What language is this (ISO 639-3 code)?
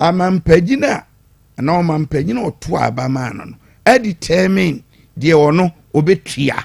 aka